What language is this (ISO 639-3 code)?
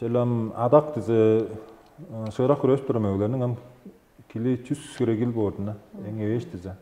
tyv